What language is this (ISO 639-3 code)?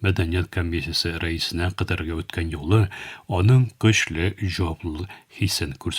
tat